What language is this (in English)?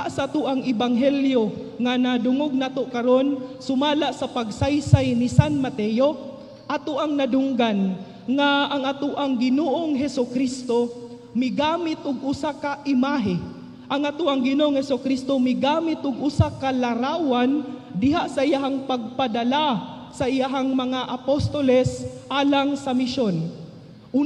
Cebuano